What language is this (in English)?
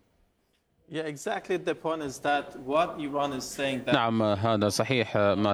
Arabic